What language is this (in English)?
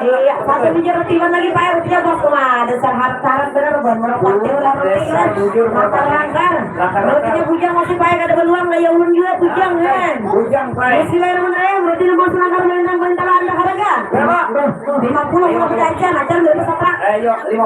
Banjar